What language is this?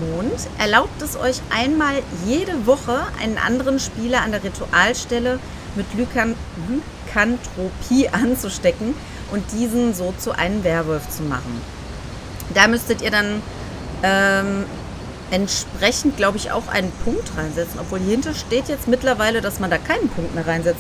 German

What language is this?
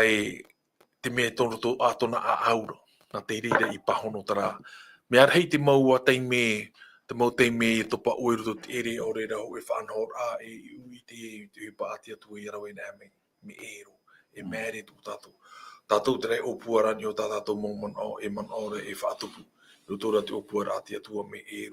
Tahitian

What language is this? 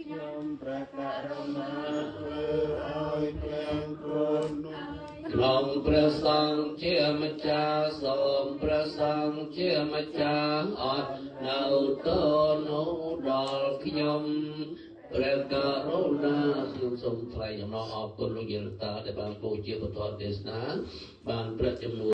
Khmer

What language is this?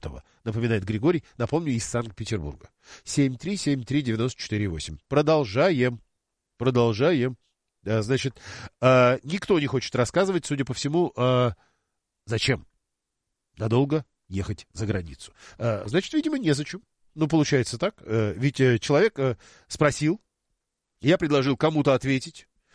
Russian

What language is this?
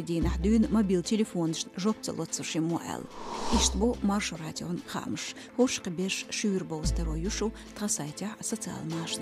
Chechen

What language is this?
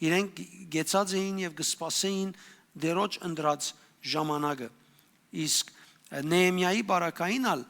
Western Armenian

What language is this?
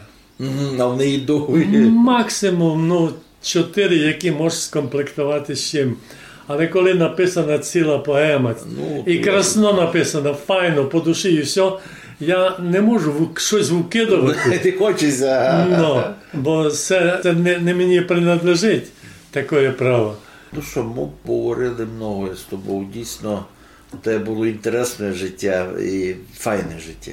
Rusyn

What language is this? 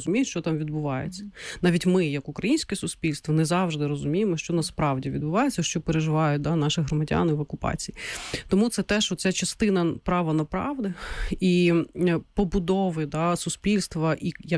Ukrainian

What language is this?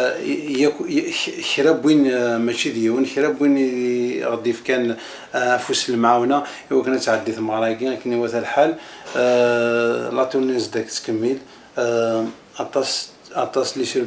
Kabyle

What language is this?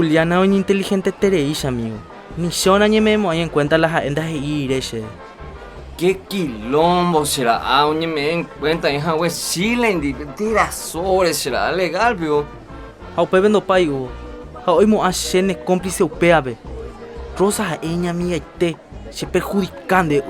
Guarani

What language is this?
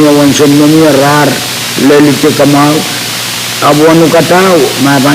Pohnpeian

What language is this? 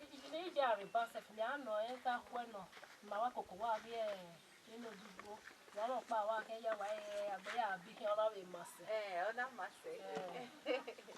Bini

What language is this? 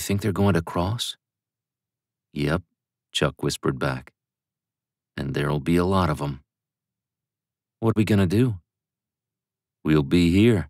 English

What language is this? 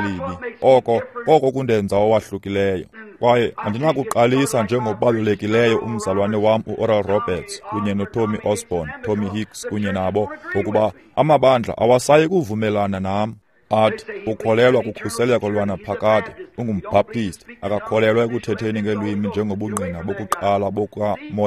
Xhosa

